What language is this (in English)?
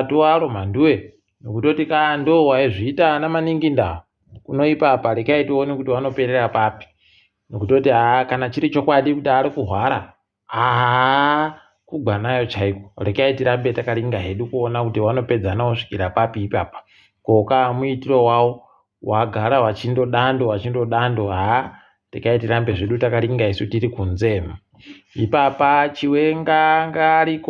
Ndau